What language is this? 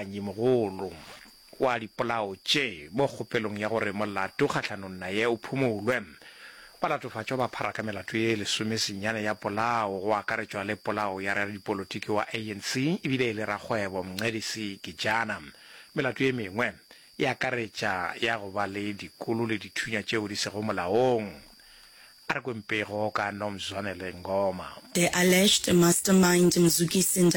Northern Sotho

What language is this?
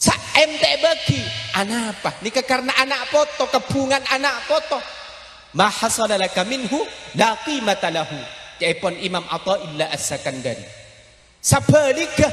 Madurese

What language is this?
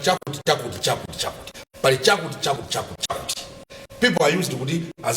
Nyanja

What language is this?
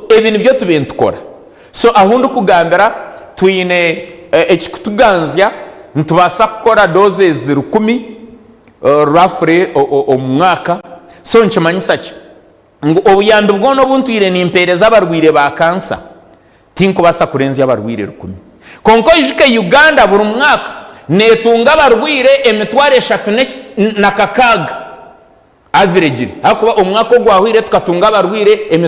Nyankole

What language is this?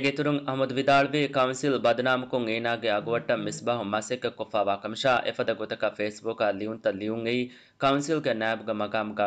Divehi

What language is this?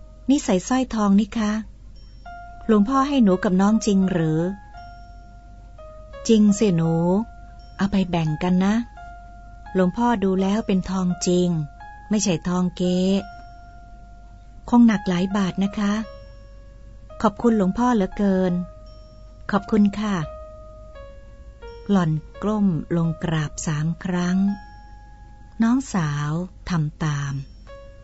Thai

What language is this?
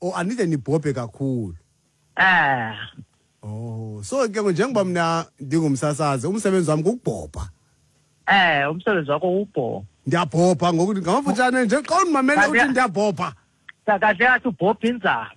Xhosa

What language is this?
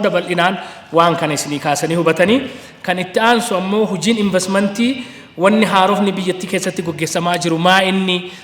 Oromo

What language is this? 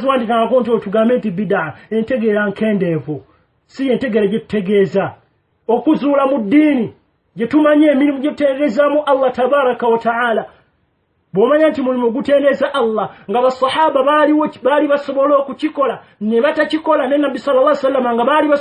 Ganda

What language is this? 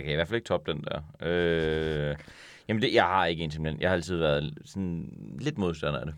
Danish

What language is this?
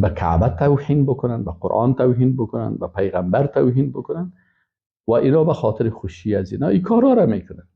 Persian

